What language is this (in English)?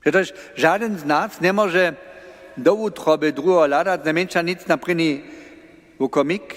Upper Sorbian